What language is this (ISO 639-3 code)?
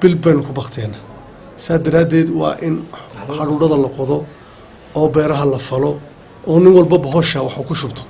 som